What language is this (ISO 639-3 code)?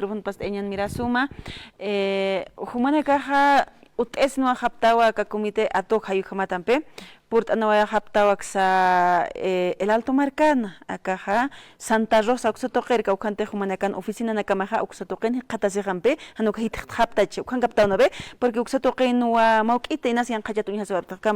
aym